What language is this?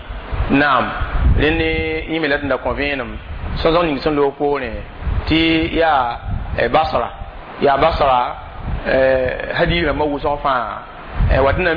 Mossi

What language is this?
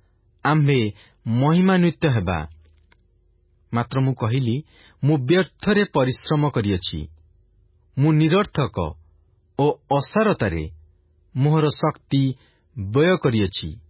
Odia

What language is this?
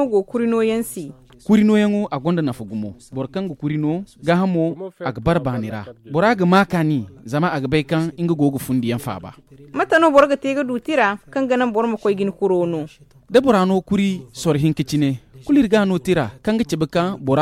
Zarma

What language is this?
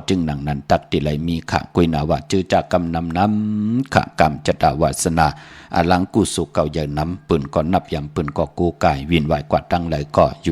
Shan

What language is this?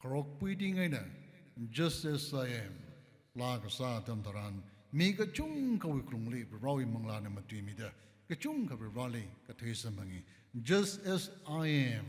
Tangkhul Naga (India)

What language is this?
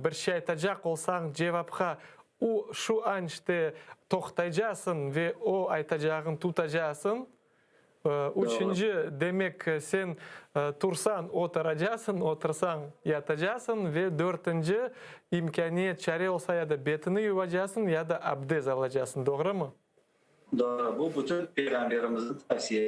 Crimean Tatar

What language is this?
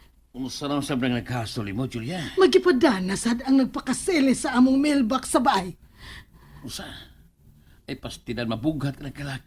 Cebuano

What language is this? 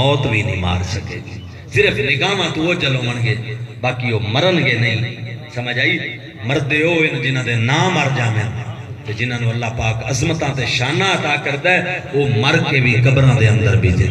Saraiki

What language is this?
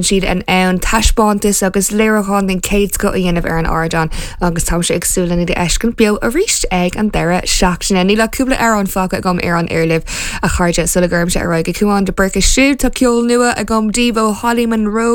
Irish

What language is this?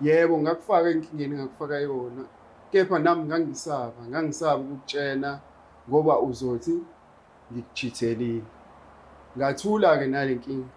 Zulu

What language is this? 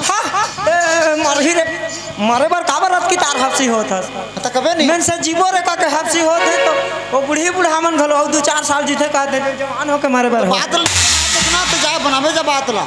Chhattisgarhi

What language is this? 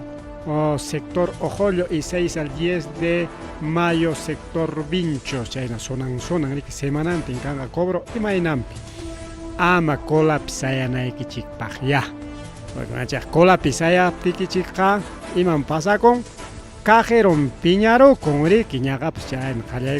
Ayacucho Quechua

